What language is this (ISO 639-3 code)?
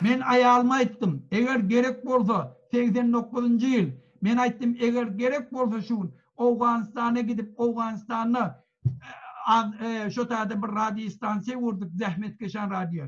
tuk